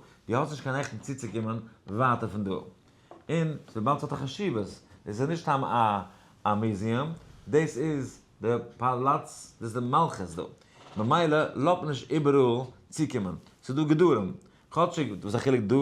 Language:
Yiddish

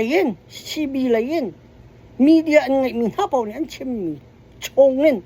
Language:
Hakha Chin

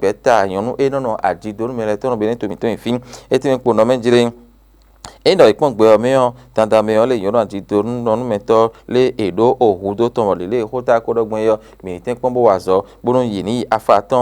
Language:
Fon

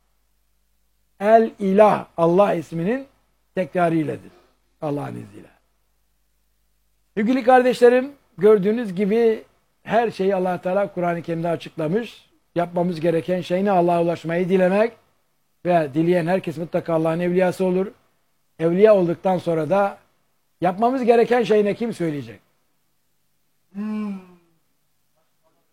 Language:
Turkish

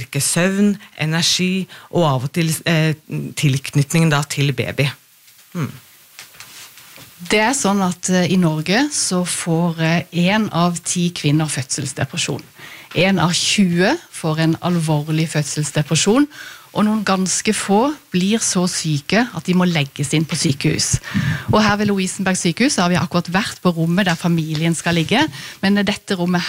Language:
Norwegian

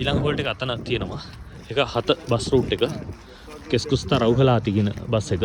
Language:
Sinhala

